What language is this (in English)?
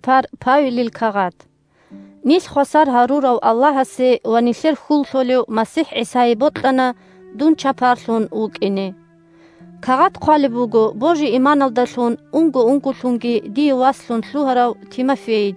Avaric